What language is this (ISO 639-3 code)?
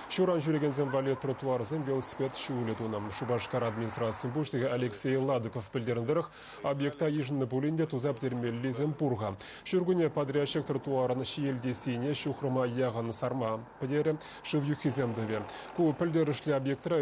chv